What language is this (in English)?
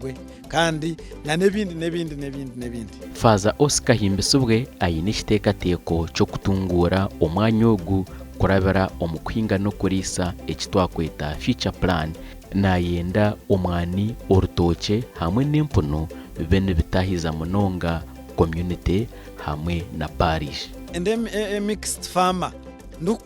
Nyankole